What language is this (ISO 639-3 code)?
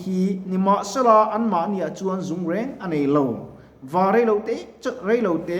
lus